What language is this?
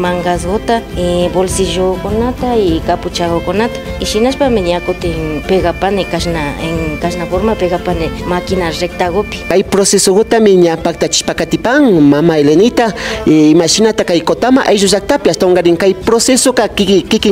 Imbabura Highland Quichua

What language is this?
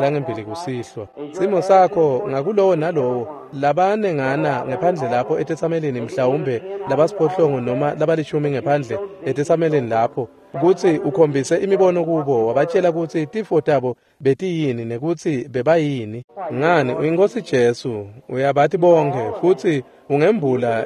Swati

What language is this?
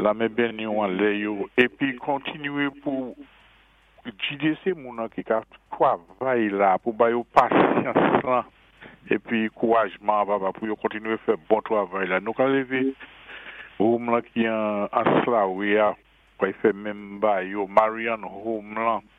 Saint Lucian Creole French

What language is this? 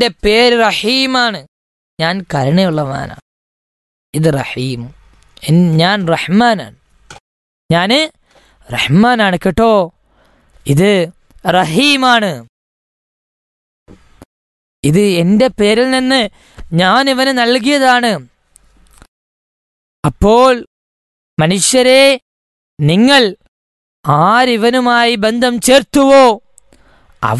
Malayalam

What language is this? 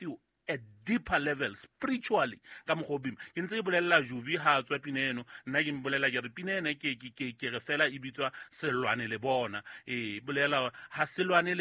Southern Sotho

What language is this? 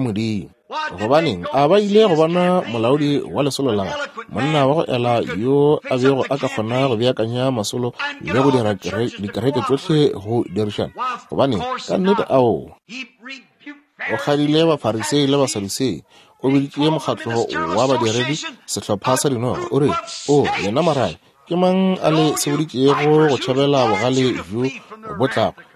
Northern Sotho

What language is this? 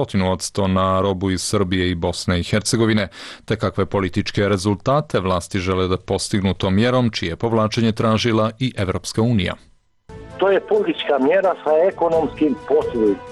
Croatian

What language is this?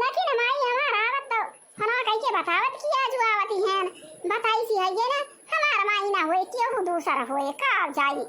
Awadhi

